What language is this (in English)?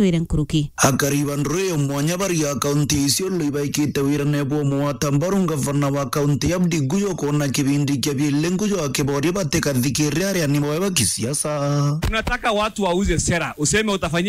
Meru